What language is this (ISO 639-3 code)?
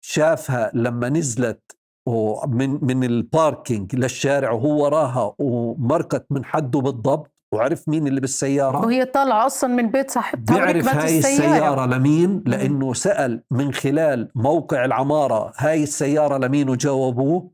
apc